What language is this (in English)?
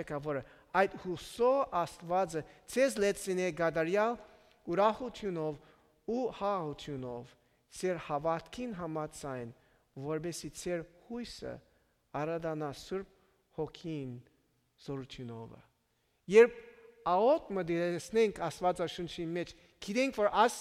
Western Armenian